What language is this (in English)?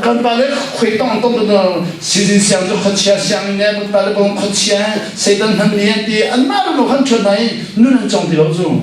Hakha Chin